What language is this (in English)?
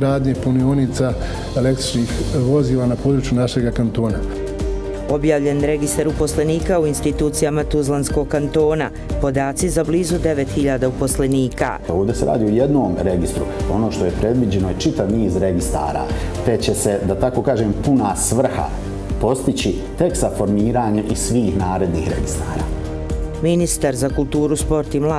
Bosnian